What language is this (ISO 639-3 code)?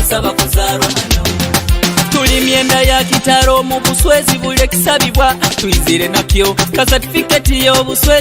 nyo